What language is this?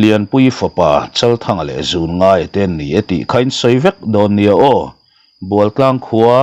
Mizo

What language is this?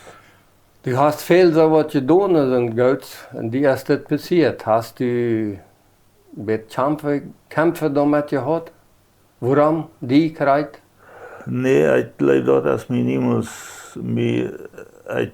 Plautdietsch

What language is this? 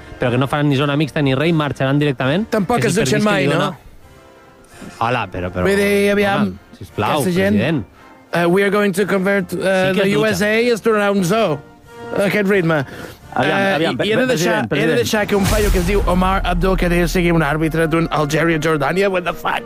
Catalan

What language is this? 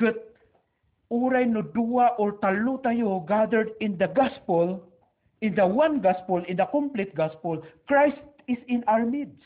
Iloko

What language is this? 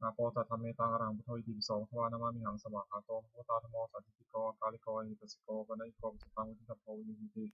Pali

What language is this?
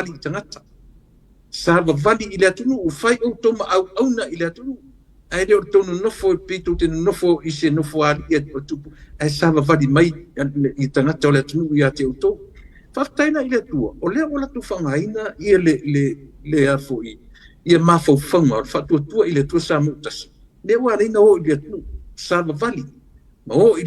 Samoan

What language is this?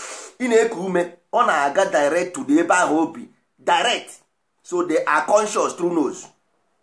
Igbo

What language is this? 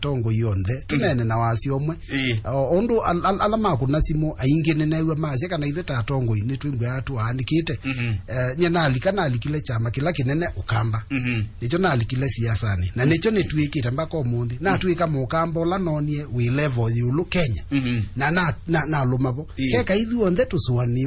Kamba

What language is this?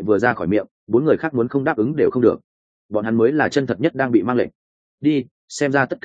Vietnamese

